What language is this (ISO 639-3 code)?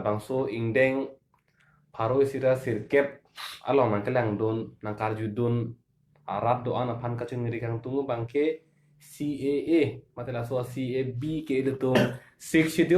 mjw